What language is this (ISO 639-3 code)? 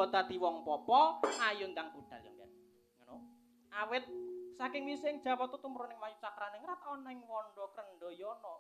jav